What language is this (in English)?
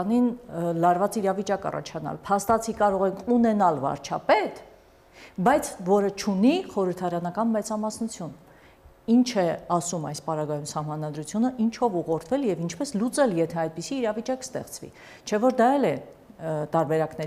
Armenian